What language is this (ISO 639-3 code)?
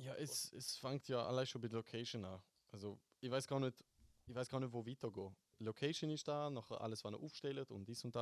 gsw